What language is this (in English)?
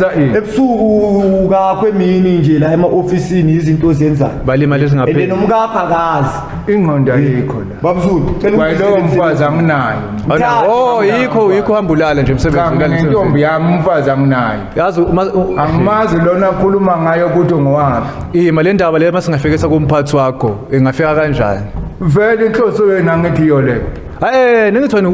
Zulu